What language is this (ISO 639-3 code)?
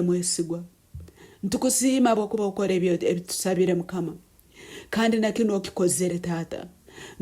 nyn